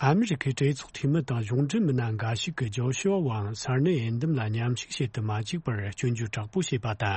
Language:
Tibetan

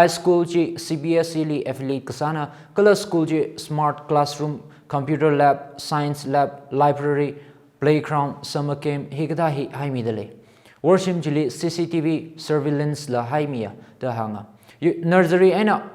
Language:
Tangkhul Naga (India)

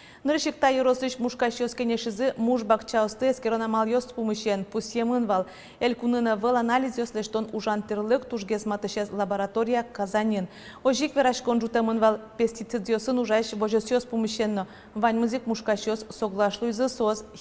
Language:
Udmurt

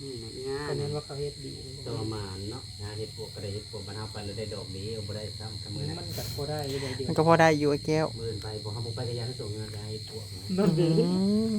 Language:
Northeastern Thai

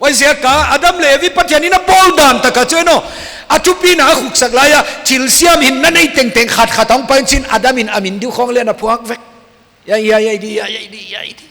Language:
Paite Chin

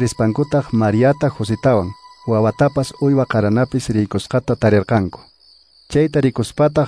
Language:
Quechua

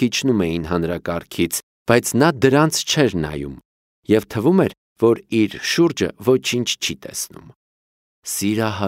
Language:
Armenian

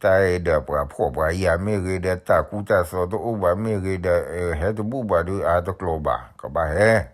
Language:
S'gaw Karen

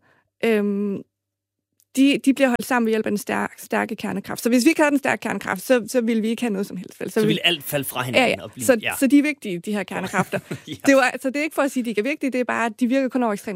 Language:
Danish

